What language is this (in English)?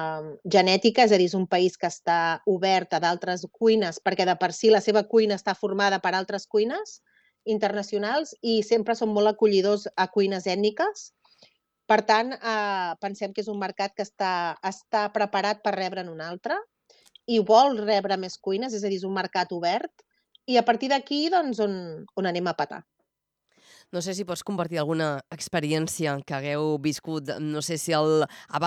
Catalan